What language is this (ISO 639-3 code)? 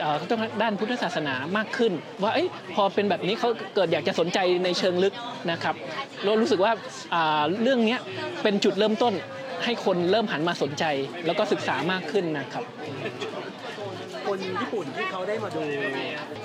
tha